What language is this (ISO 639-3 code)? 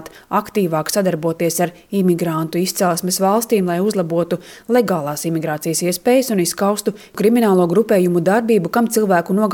lav